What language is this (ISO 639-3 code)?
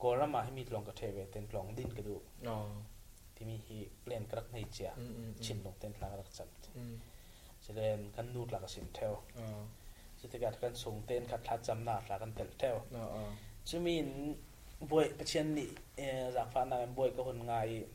cfm